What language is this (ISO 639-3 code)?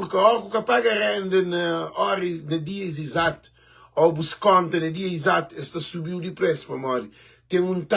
kea